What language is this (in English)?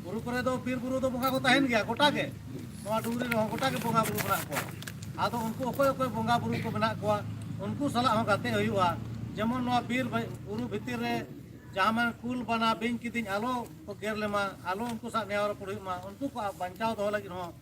Santali